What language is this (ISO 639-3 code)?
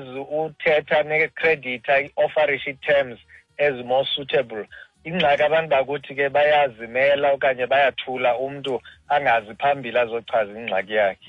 xho